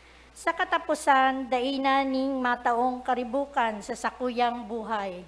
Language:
Bikol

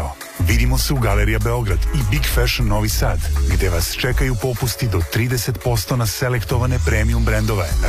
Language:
Serbian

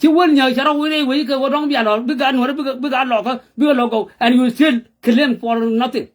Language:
Nuer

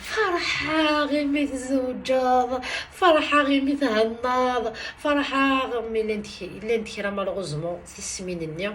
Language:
Kabyle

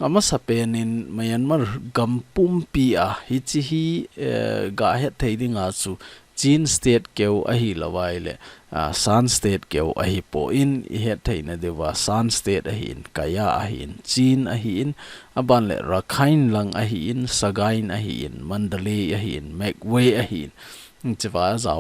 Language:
Thado Chin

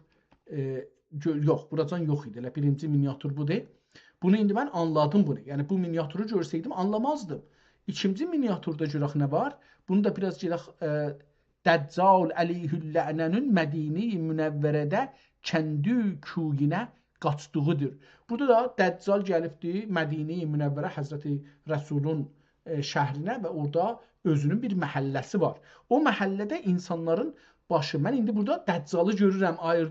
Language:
South Azerbaijani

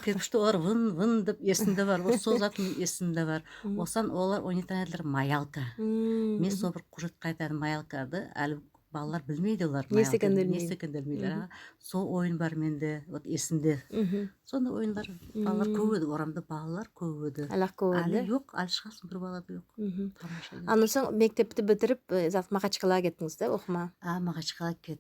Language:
Nogai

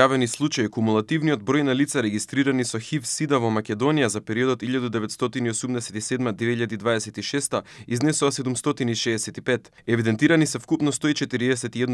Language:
Macedonian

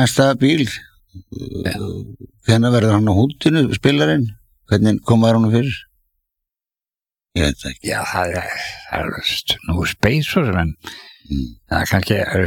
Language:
Icelandic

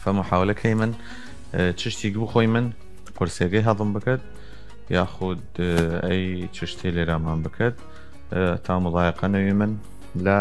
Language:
Southern Kurdish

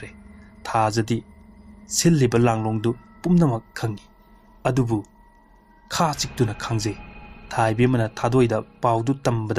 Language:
Manipuri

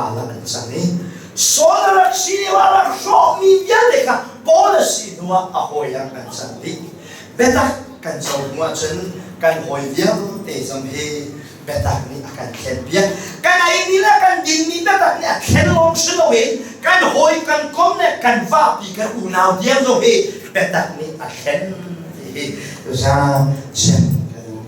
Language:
Hakha Chin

